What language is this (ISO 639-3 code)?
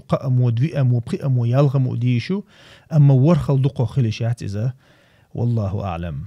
che